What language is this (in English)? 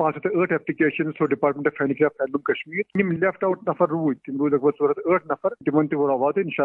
Kashmiri